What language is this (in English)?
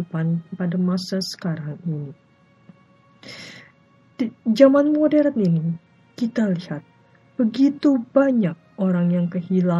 Indonesian